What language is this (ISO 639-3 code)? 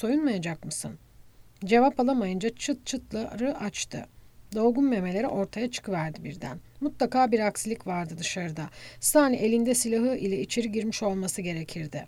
tur